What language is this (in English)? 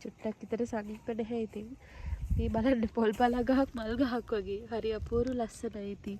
Sinhala